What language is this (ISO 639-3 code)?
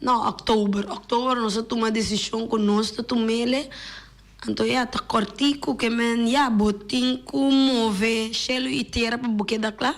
pap